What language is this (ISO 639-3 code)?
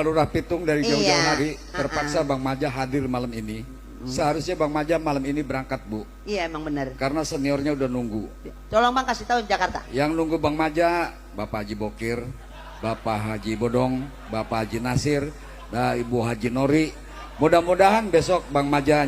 bew